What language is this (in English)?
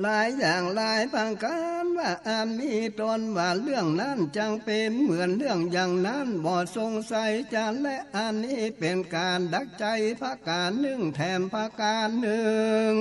Northern Thai